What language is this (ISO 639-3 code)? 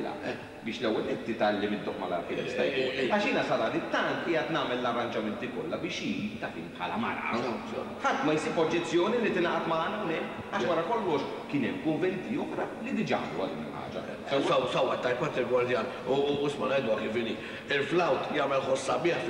mlt